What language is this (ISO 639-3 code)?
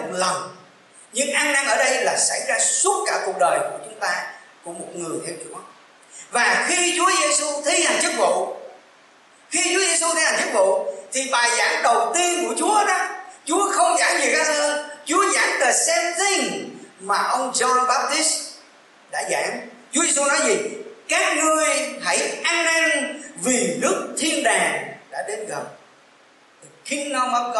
vie